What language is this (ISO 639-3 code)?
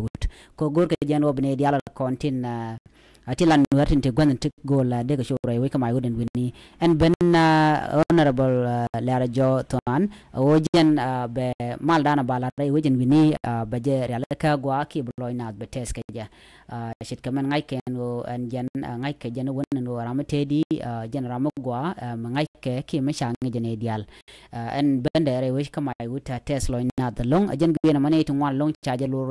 nus